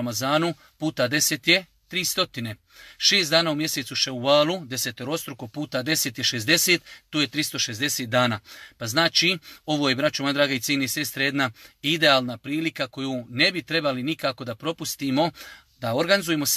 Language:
Bosnian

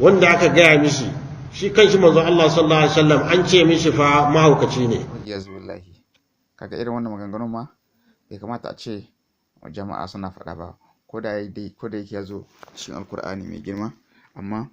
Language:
Hausa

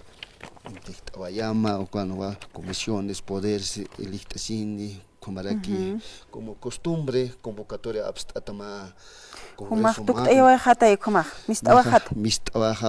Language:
Aymara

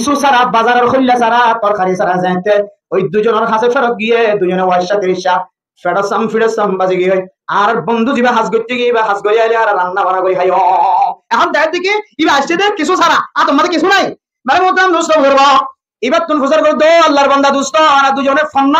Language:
Rohingya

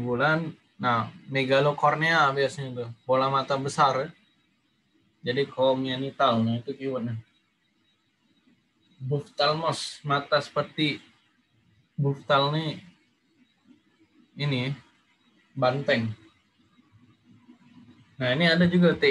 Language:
Indonesian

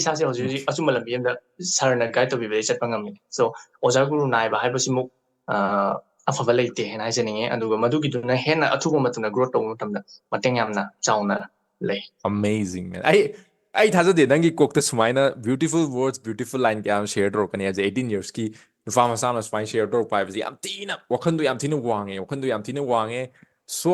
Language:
Manipuri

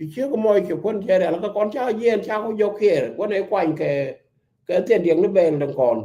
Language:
Nuer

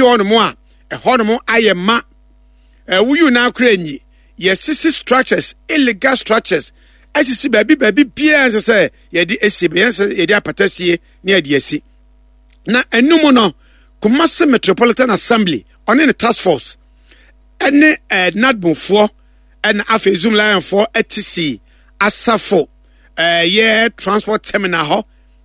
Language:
Akan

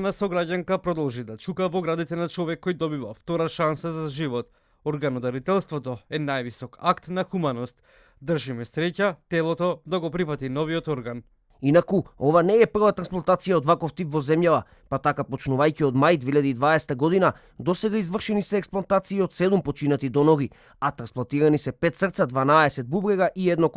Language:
Macedonian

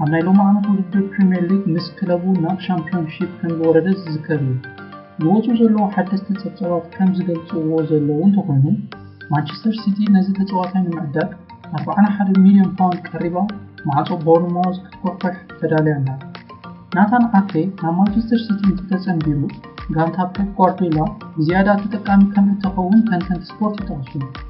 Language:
Tigrinya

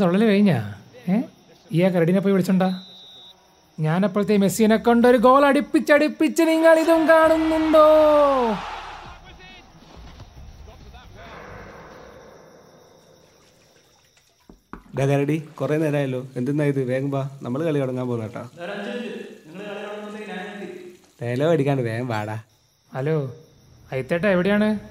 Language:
Malayalam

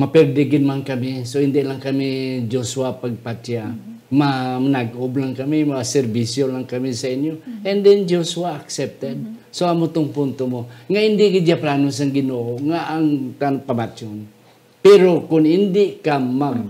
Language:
Hiligaynon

